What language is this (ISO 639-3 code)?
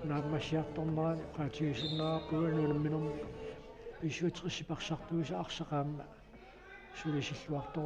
kal